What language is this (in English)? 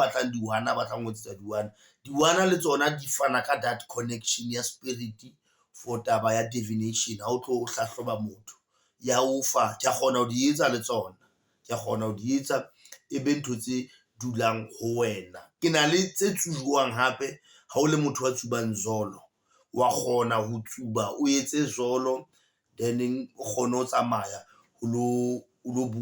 Southern Sotho